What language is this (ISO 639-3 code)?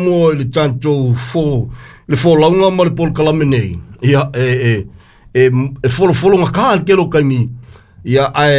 smo